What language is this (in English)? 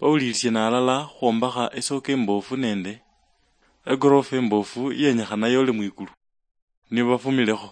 Luyia